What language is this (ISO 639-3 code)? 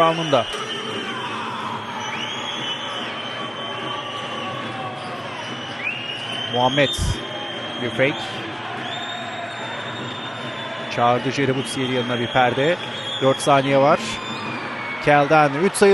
tur